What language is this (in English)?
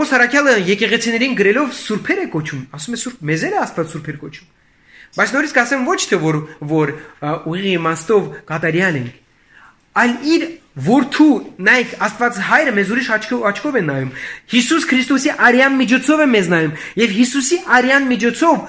Armenian